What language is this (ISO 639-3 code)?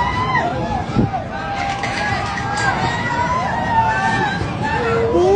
lao